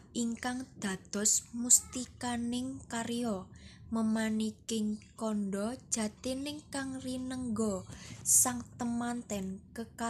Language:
Javanese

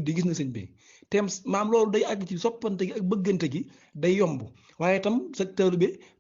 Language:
Wolof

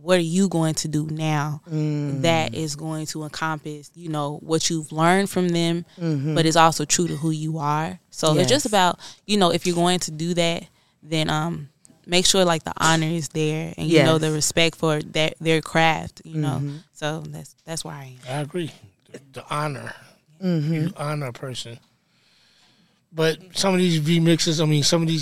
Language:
English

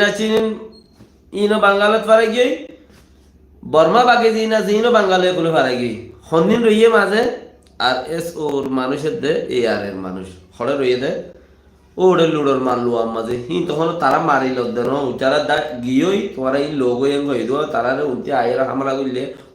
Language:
Rohingya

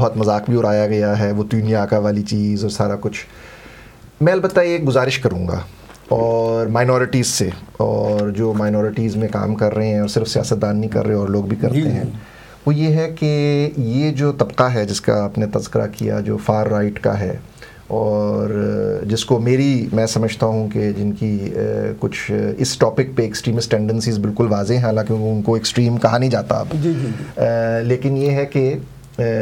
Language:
Urdu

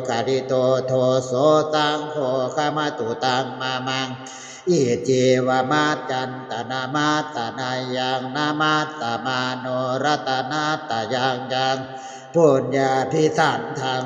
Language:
Pali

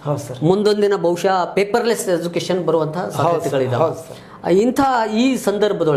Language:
Kannada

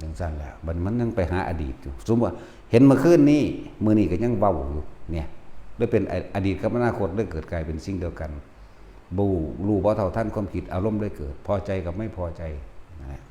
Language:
Northeastern Thai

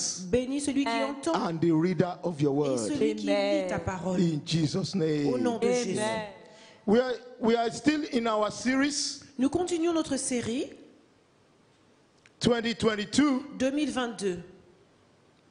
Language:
French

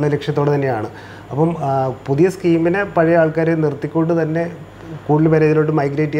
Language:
Malayalam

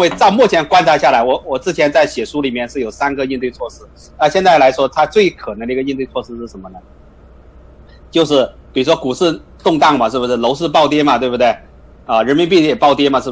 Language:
Chinese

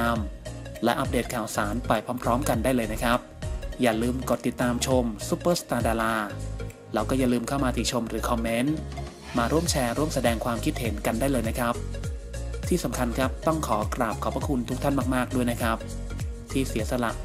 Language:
Thai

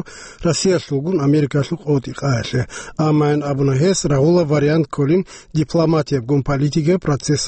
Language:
Avaric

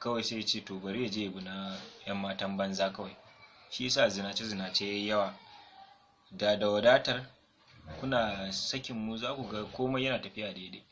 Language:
Hausa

